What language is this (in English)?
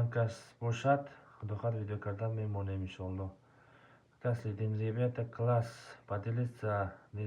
Tajik